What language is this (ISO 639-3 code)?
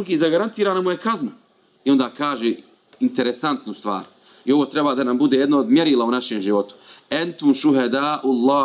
bos